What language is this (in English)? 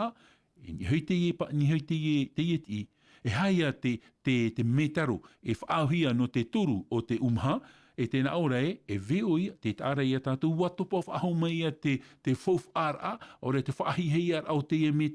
Tahitian